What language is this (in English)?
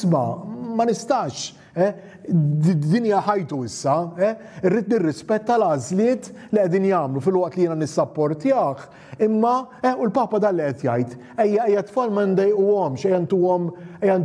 Maltese